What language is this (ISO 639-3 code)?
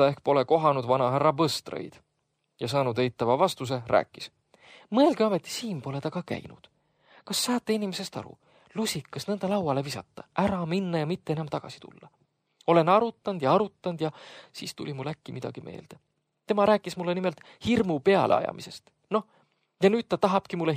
est